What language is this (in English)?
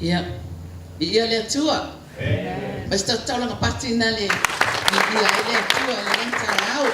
Samoan